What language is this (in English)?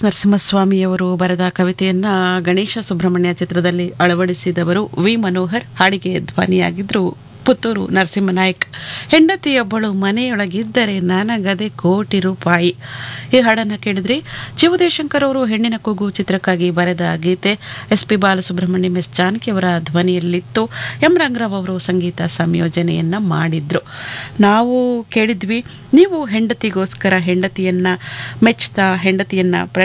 Kannada